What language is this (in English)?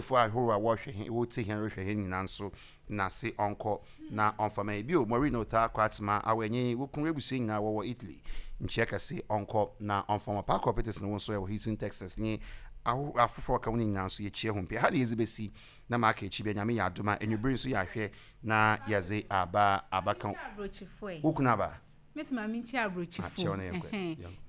Akan